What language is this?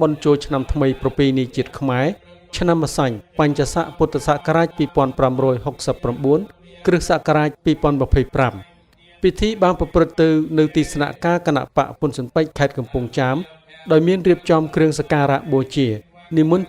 Khmer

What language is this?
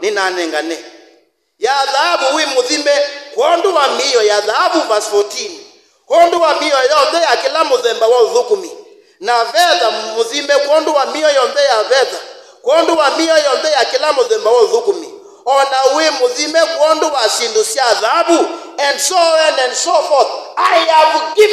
Kamba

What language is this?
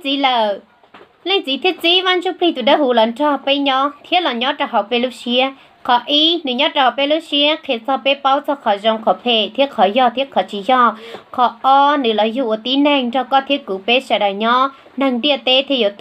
Hmong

